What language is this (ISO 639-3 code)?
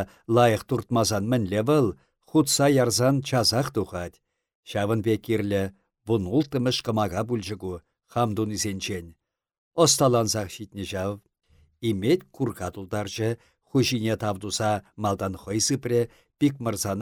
chv